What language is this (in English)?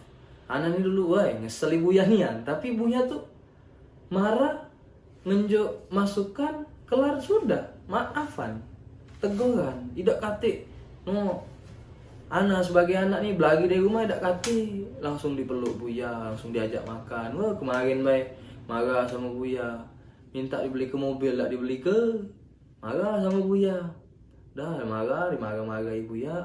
Musi